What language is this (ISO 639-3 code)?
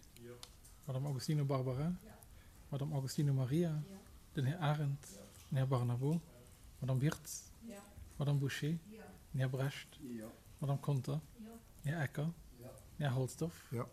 ltz